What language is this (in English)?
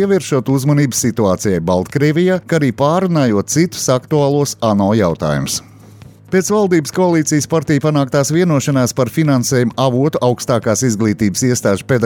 Latvian